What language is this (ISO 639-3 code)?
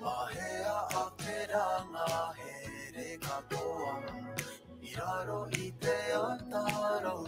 mri